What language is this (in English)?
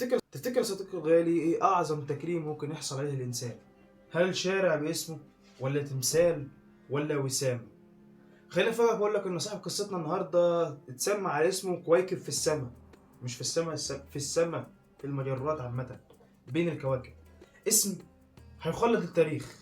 Egyptian Arabic